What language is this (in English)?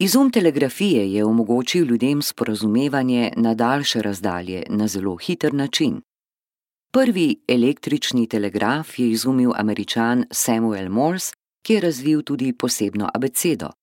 Slovenian